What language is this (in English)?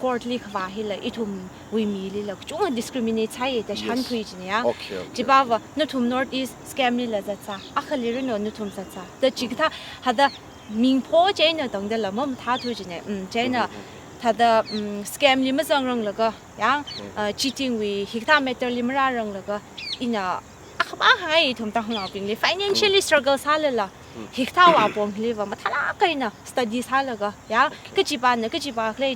Tangkhul Naga (India)